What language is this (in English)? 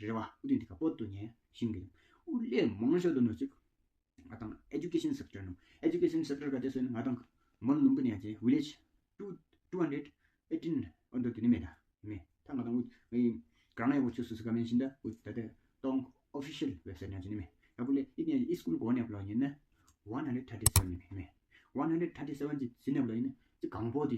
Tawang Monpa